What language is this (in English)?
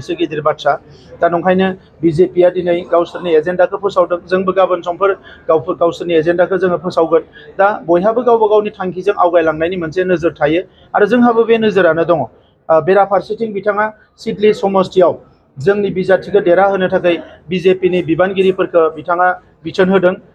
Bodo